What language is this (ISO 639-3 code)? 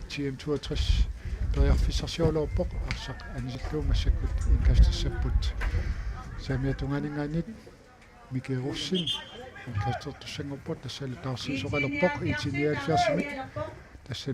kal